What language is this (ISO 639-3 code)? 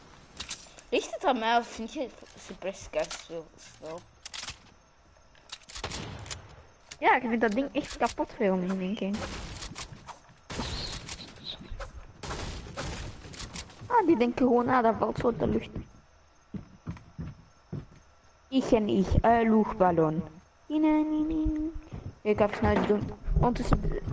nld